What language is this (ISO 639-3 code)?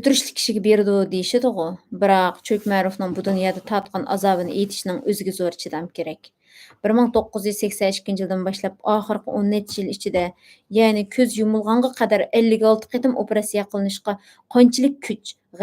uig